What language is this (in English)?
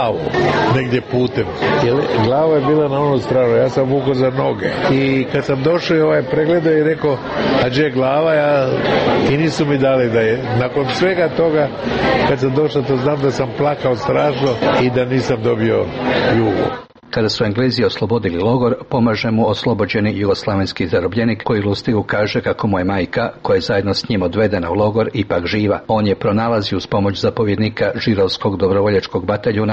Serbian